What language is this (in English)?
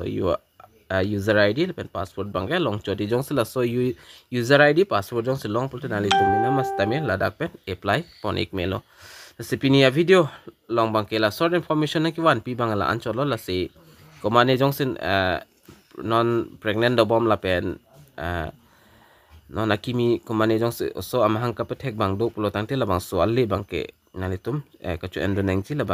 Karbi